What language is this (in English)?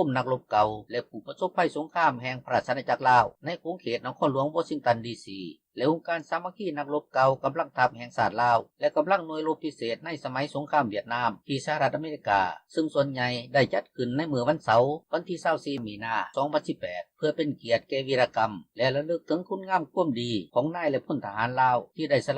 Lao